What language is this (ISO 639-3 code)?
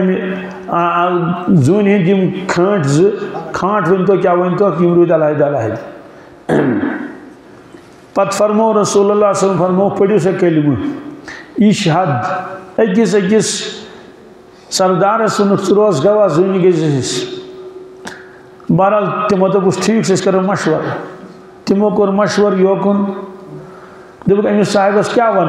kas